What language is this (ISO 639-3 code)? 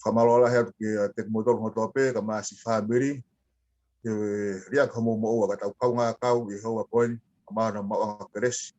ton